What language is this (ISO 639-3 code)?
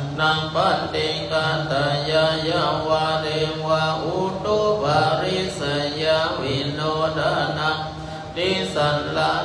pli